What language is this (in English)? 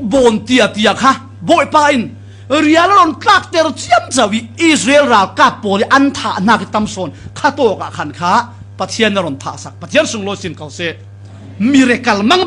Falam Chin